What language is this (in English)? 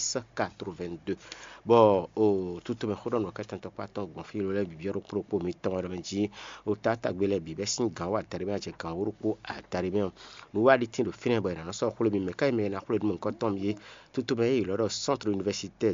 Fon